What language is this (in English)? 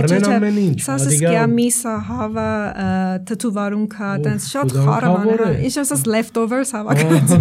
Armenian